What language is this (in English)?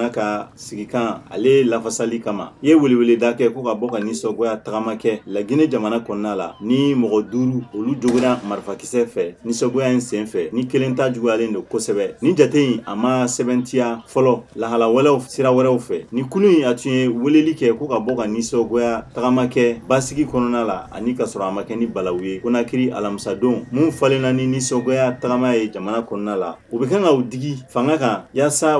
Bambara